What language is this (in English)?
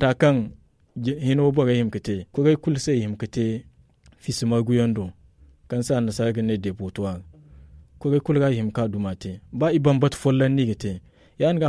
Zarma